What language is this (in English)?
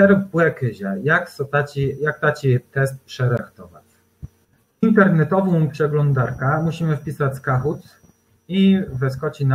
Kashubian